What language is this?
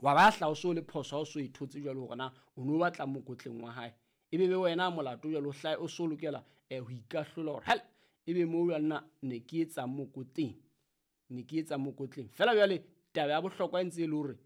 Southern Sotho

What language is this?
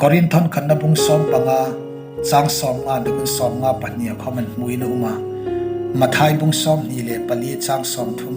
Hmar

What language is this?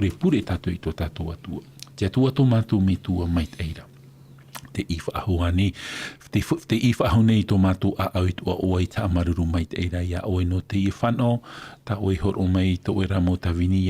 Tahitian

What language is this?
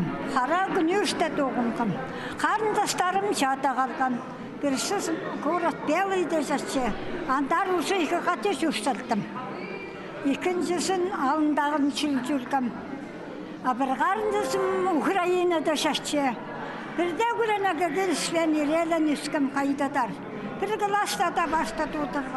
Khakas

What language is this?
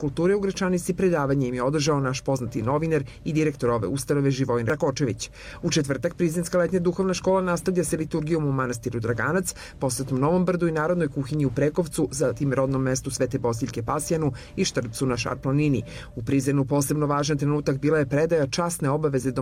Serbian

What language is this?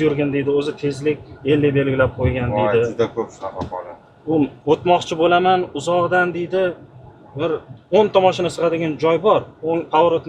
Uzbek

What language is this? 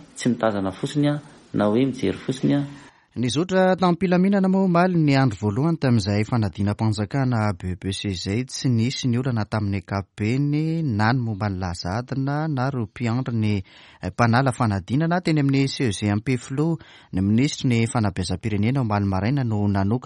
Malagasy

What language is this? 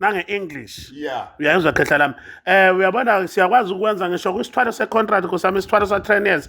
Zulu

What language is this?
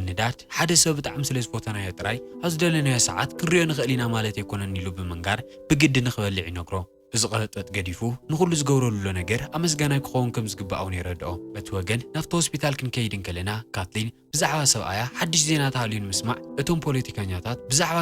Tigrinya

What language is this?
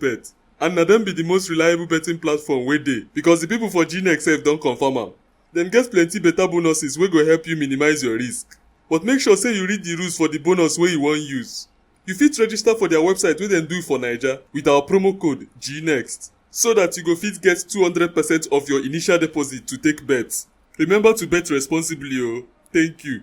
Nigerian Pidgin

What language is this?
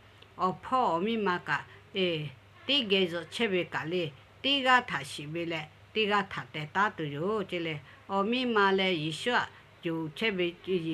Lahu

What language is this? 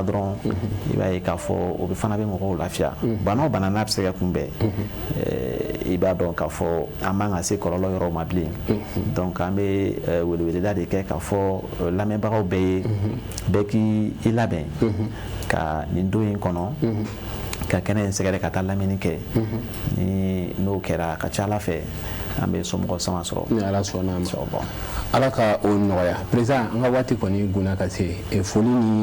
Bambara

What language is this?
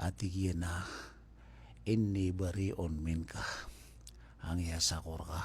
Maranao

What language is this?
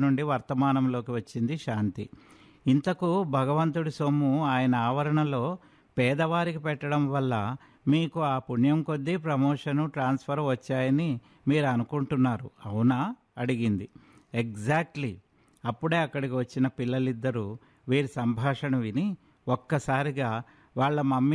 Telugu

